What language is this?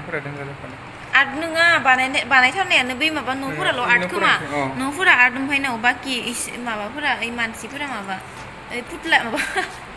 Bodo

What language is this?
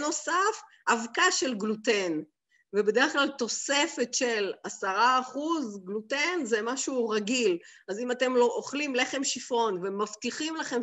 Hebrew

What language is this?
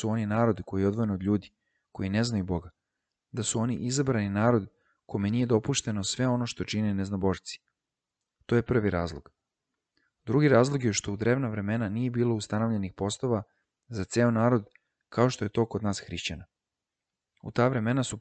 Serbian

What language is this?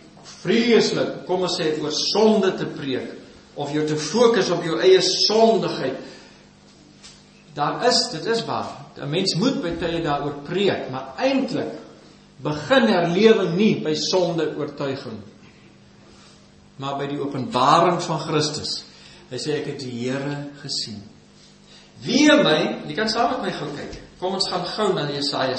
Afrikaans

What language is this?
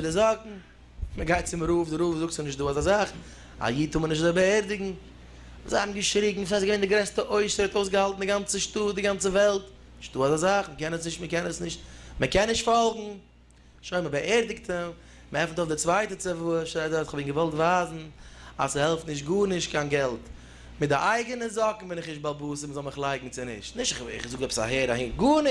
Yiddish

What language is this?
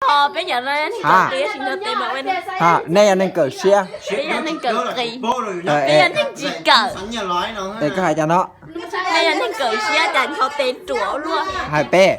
Hmong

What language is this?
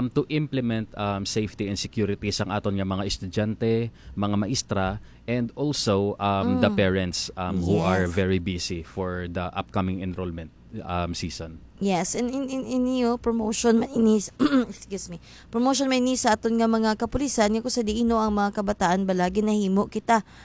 Hiligaynon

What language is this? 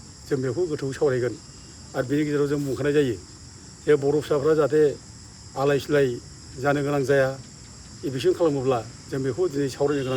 Bodo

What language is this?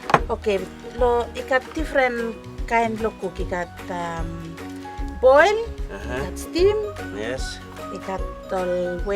Bislama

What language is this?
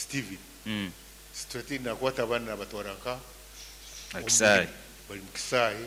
Nyoro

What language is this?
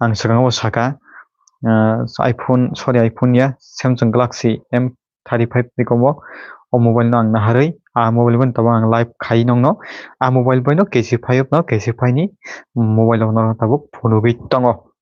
Kok Borok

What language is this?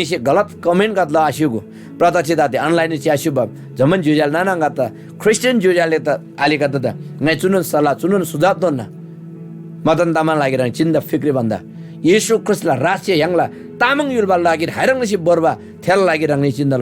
Eastern Tamang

